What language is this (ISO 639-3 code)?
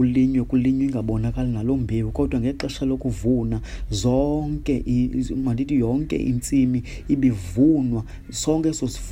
xho